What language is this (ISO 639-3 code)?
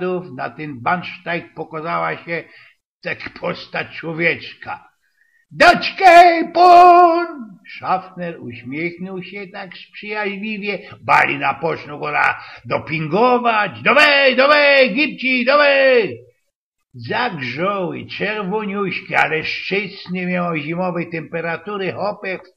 szl